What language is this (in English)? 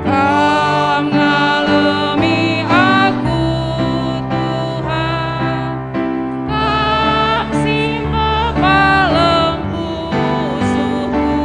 Batak Karo